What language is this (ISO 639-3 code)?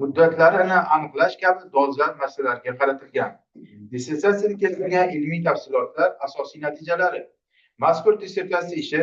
uzb